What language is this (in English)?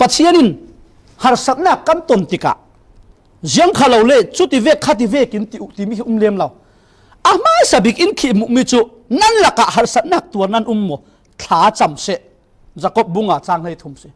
Falam Chin